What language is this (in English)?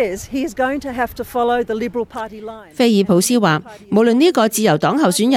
Cantonese